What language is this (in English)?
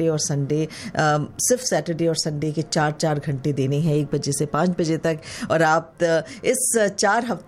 Hindi